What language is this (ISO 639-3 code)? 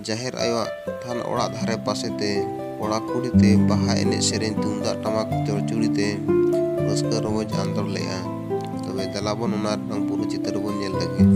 sat